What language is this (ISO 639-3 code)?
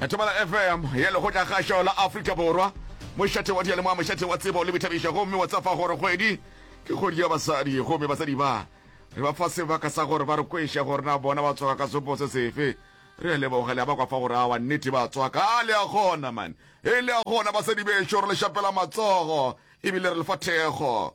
nso